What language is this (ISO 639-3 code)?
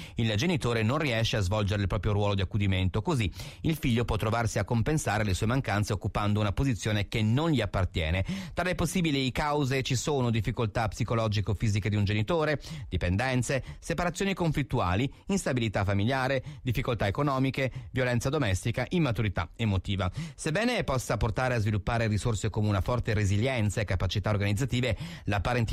ita